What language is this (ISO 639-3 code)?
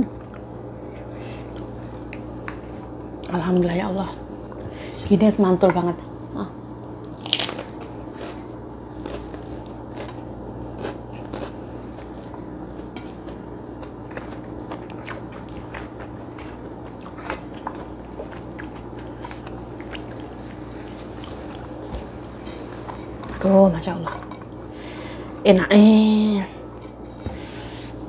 ind